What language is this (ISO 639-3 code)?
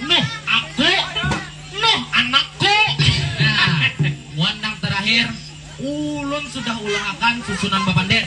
bjn